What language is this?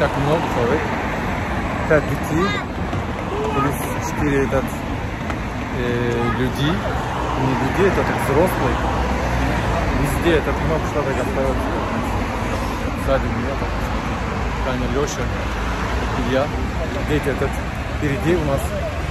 Russian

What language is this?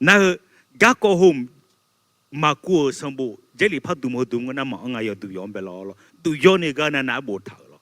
Akha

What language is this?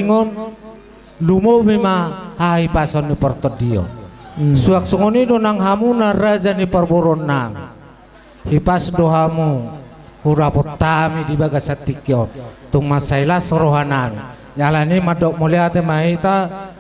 Batak Toba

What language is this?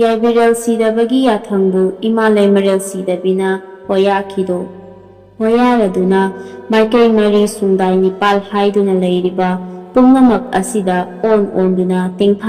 Manipuri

